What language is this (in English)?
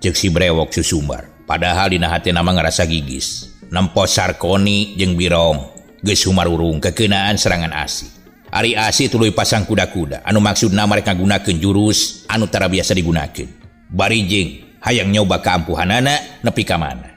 Sundanese